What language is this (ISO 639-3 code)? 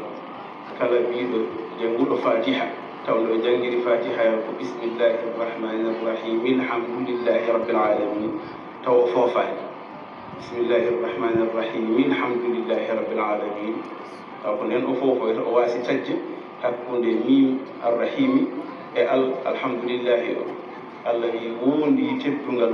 ful